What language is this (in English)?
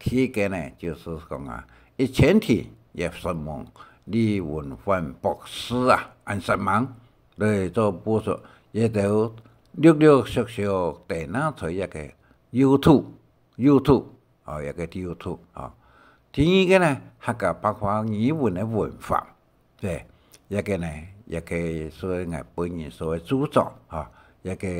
Hakka Chinese